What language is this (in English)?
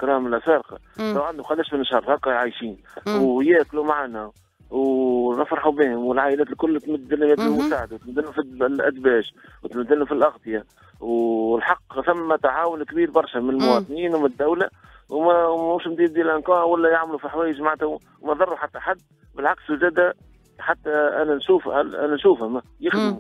Tunisian Arabic